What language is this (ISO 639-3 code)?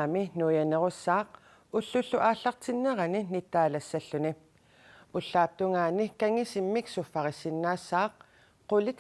kal